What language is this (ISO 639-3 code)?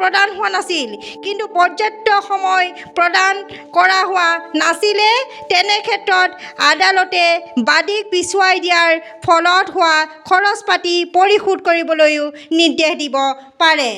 asm